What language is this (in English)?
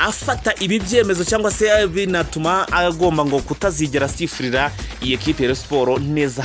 Kinyarwanda